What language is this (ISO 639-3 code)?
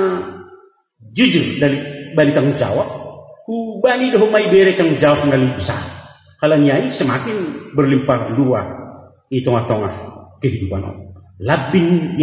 bts